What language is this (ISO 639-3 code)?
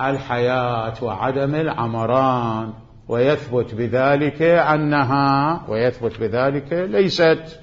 acm